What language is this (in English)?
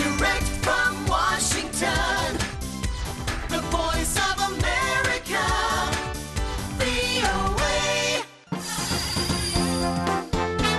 Korean